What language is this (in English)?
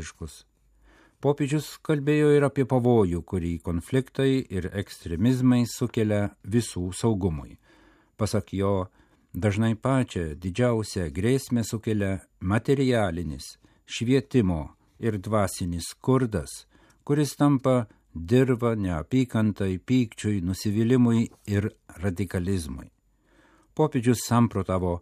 Lithuanian